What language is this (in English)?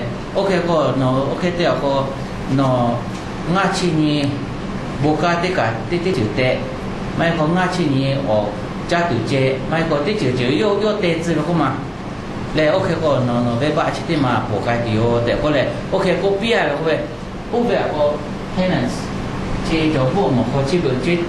Lahu